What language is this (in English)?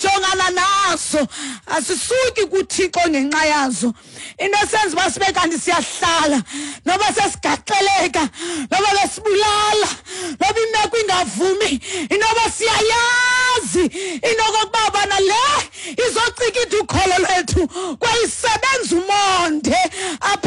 Xhosa